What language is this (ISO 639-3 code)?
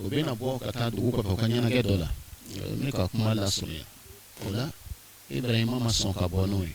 bam